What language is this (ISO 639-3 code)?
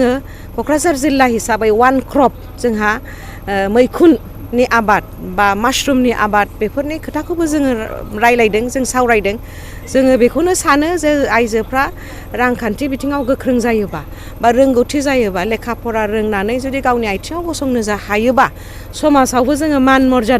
brx